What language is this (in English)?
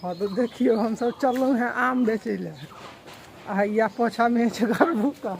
Maithili